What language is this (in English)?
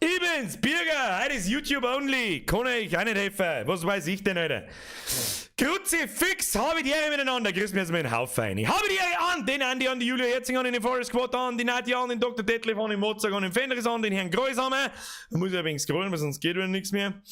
Bavarian